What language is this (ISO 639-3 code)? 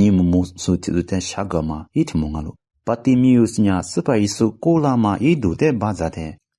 lis